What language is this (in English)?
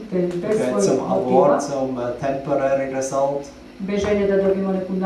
Croatian